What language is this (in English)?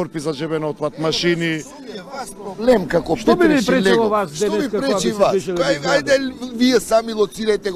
Macedonian